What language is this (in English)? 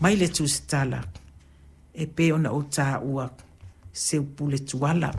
Samoan